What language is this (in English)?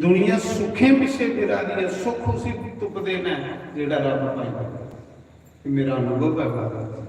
Dogri